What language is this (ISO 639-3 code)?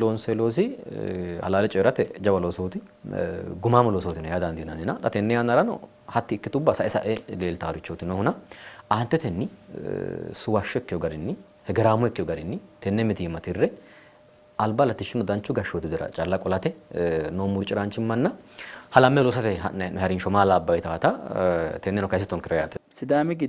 sid